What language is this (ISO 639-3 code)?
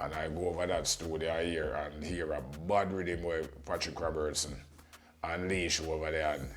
jam